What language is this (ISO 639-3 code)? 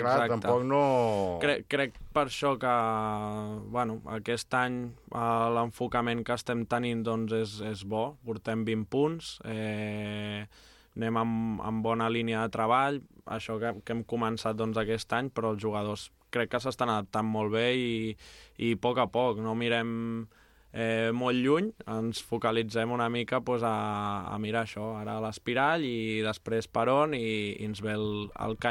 cat